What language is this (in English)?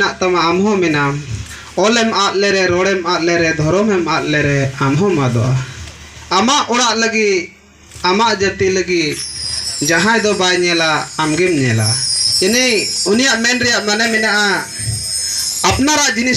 Santali